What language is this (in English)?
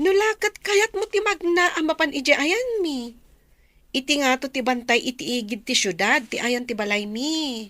Iloko